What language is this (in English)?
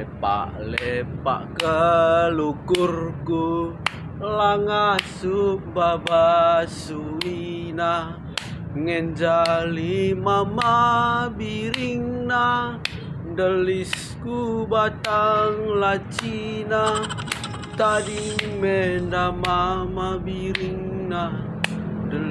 Batak Karo